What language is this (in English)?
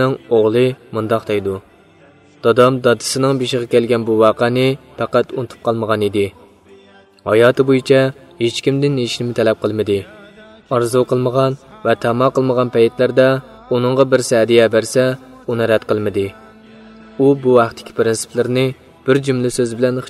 Uyghur